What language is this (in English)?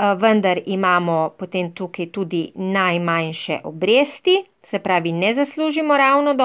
Slovenian